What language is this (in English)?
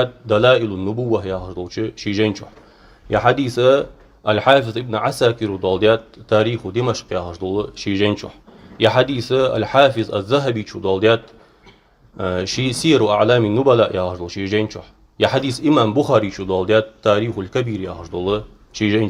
Ingush